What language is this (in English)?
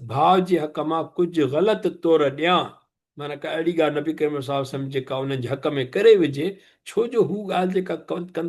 Sindhi